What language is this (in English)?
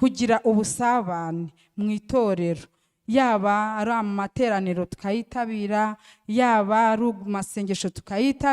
Kinyarwanda